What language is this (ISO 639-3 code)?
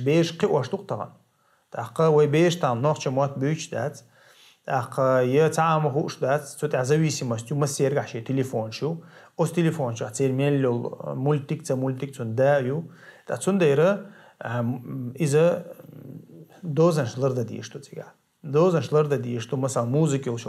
che